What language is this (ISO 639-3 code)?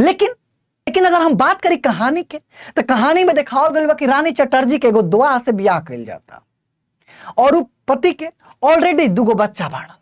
bho